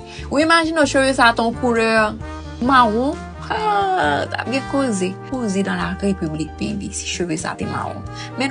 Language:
Haitian Creole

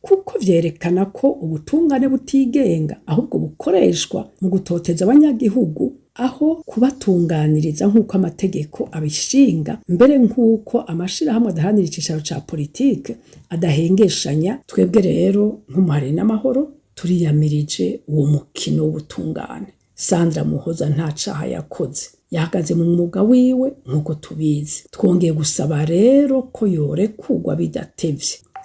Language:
Rundi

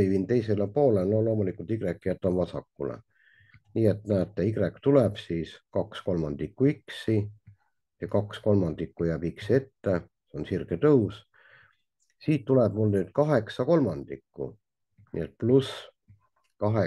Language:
Estonian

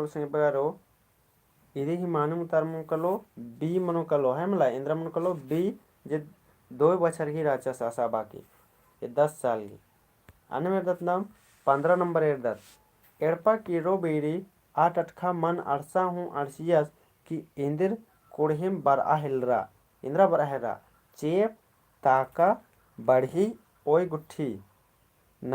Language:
Kurukh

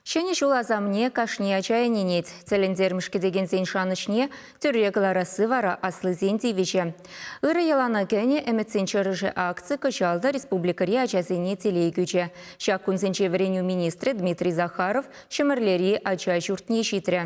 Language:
Chuvash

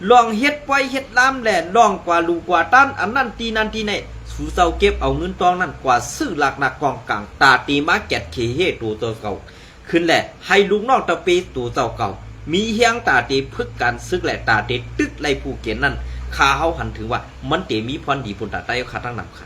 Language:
Shan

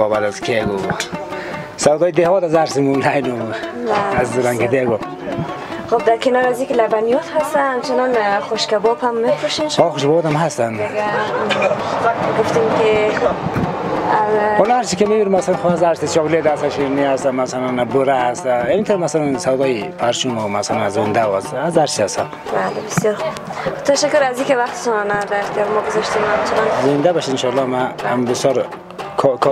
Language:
Persian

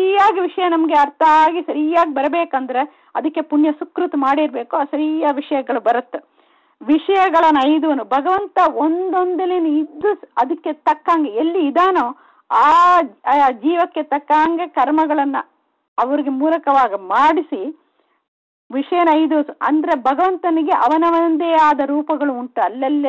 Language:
Kannada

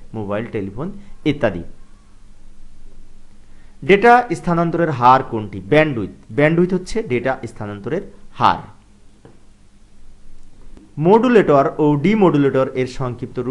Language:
Bangla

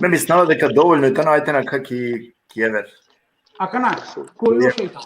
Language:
Balkan Romani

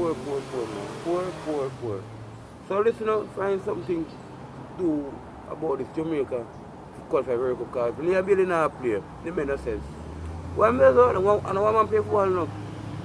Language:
Jamaican Creole English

